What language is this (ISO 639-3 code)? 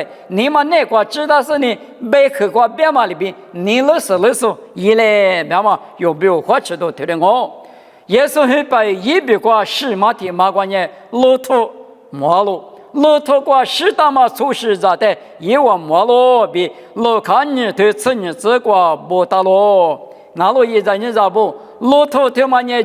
lis